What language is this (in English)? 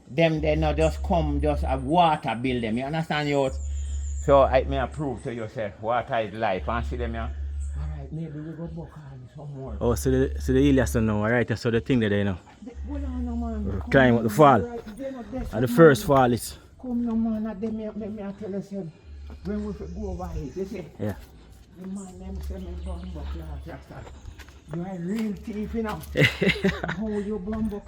Jamaican Creole English